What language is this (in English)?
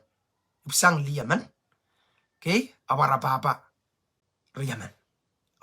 Pohnpeian